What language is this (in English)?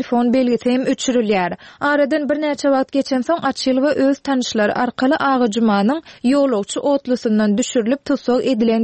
Turkmen